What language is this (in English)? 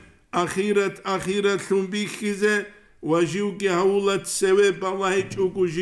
Avaric